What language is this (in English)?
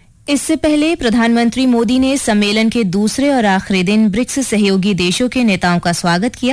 Hindi